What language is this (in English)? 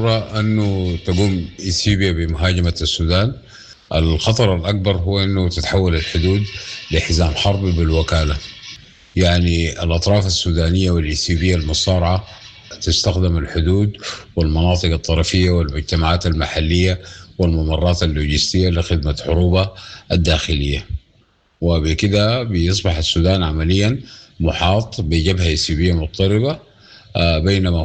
Sudanese Arabic